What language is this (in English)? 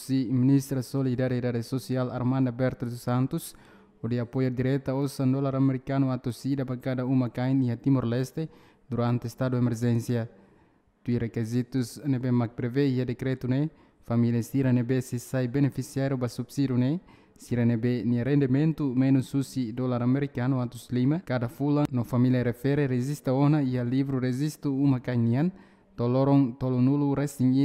Tetum